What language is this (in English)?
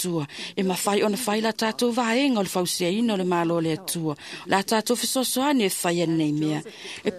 Samoan